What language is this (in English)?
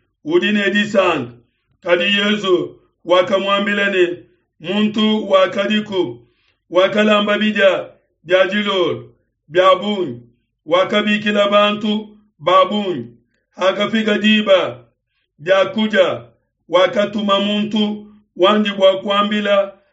Luba-Lulua